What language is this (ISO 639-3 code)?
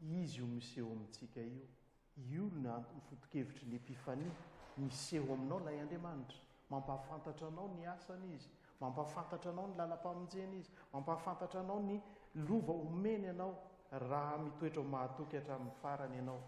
mlg